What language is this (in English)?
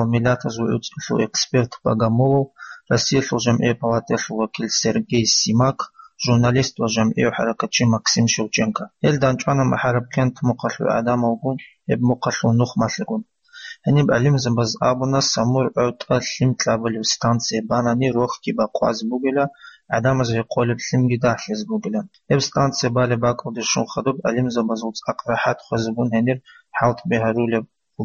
Avaric